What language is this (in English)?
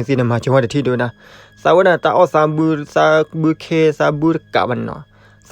S'gaw Karen